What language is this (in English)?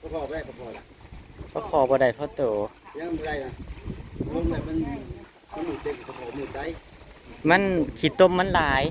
Northeastern Thai